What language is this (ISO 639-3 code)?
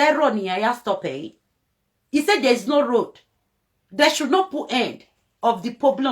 pcm